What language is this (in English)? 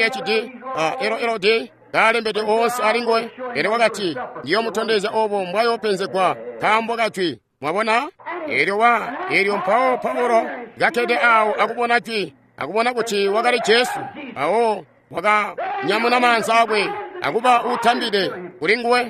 Tonga (Zambia)